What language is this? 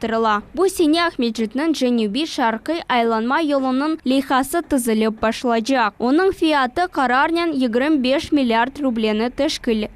Crimean Tatar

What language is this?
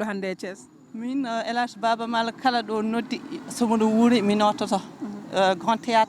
Fula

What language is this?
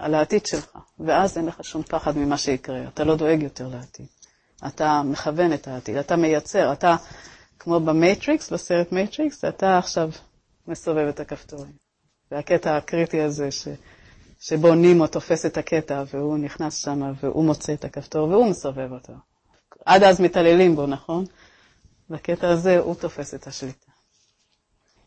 Hebrew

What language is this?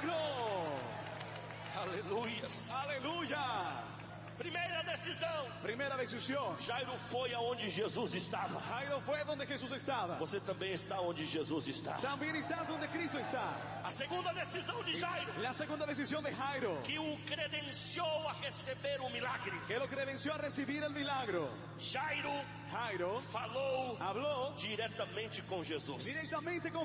Portuguese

